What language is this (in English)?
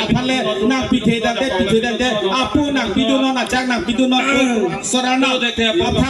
Karbi